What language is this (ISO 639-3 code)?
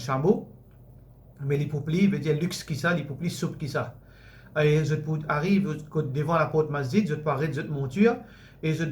mfe